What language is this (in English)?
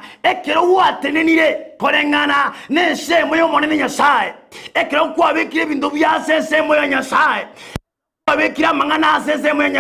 Gusii